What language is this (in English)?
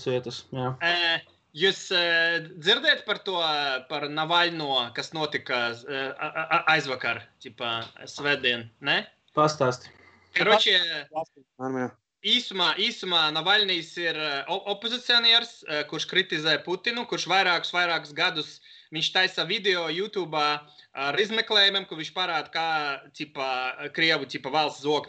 Latvian